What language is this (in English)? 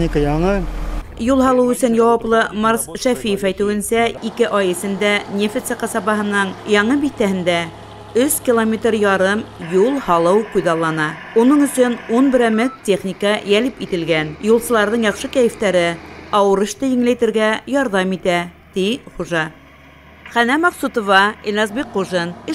Bashkir